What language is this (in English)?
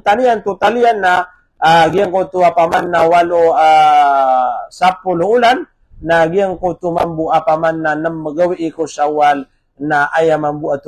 Maranao